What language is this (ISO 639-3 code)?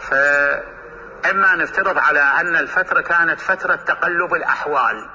acm